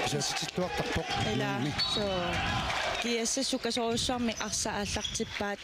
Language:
Kalaallisut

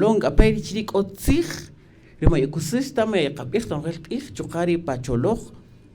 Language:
Kaqchikel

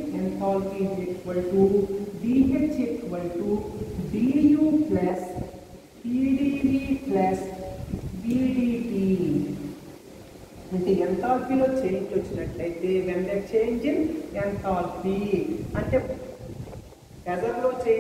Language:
Telugu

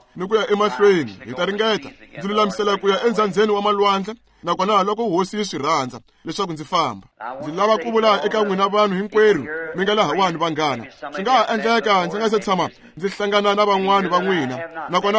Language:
Tsonga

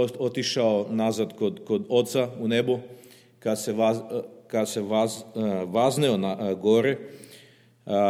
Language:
Serbian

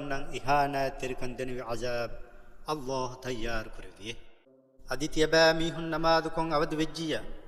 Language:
Divehi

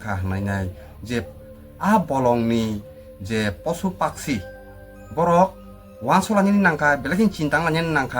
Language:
Kok Borok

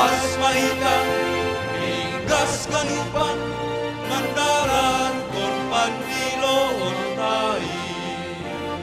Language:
Batak Simalungun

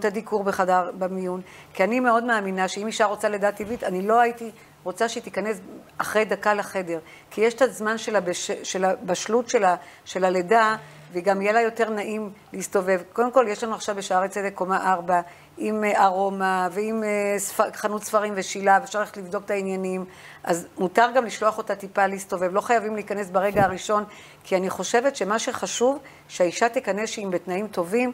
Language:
Hebrew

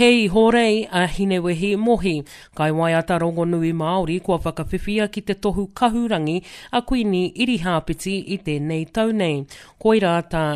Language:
Māori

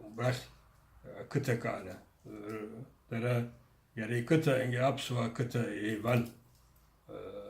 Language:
Abkhazian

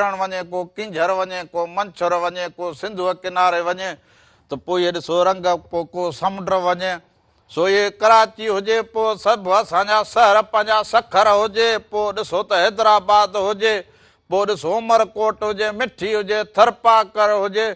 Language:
Sindhi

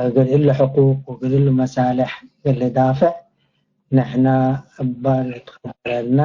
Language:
Tigre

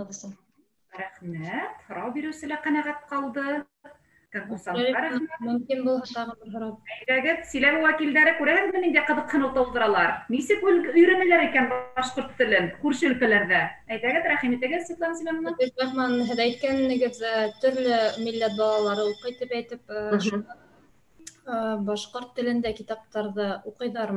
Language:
Bashkir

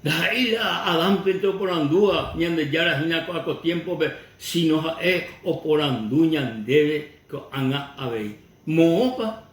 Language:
Guarani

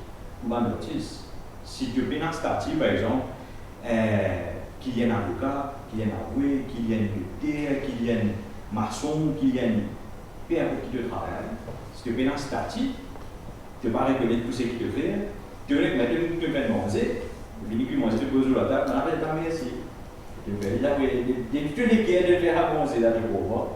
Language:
Morisyen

